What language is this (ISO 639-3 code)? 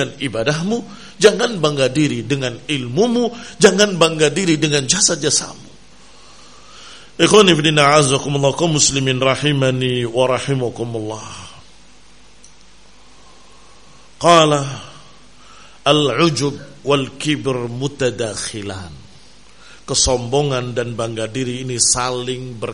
ind